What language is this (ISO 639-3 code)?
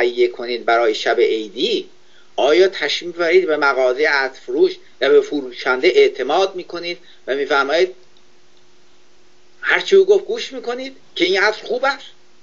fas